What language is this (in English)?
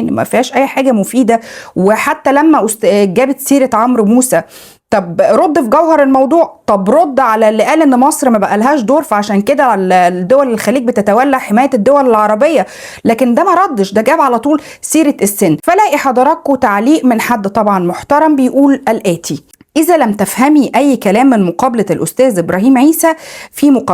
Egyptian Arabic